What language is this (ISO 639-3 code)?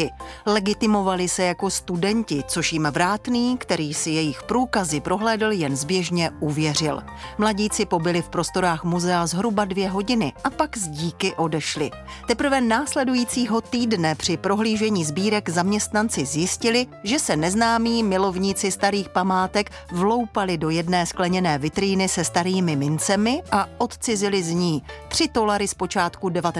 ces